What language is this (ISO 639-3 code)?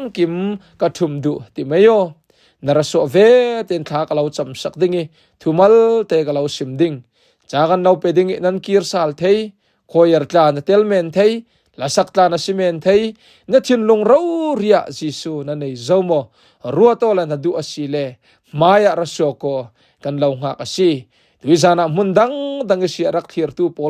cfm